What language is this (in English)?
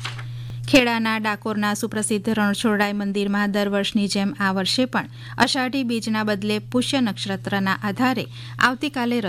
Gujarati